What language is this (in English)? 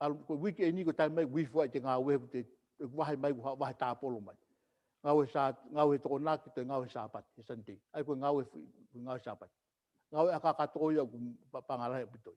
Tongan